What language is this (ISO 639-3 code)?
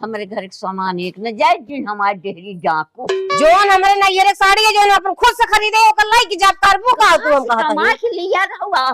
awa